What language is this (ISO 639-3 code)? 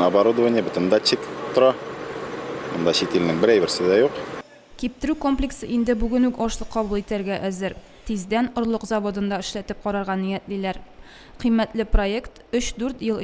tat